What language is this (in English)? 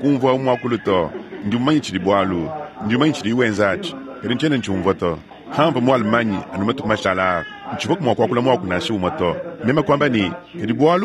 Luba-Lulua